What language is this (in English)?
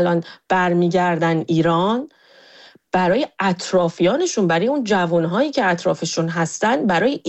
Persian